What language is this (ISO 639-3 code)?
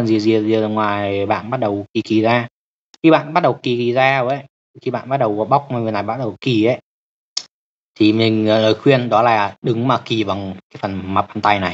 vie